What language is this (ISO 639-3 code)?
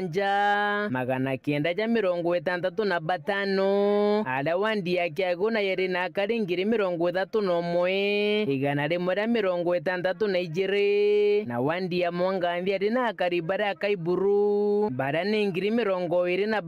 mer